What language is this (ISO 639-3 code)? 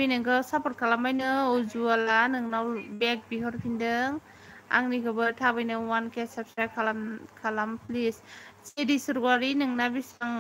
brx